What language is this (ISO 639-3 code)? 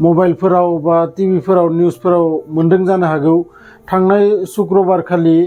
brx